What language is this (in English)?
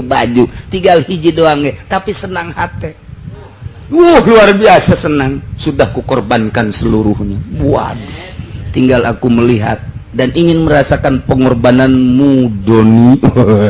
Sundanese